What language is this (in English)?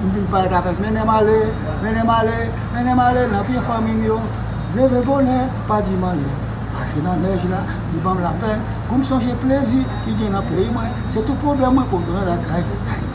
Haitian Creole